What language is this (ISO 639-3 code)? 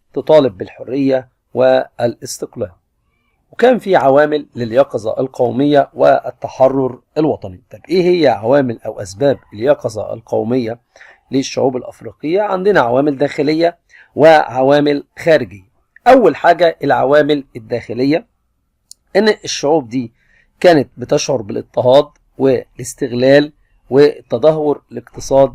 arz